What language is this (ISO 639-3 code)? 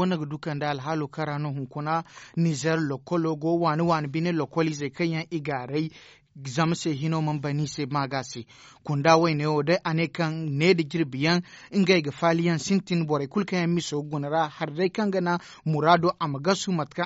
dje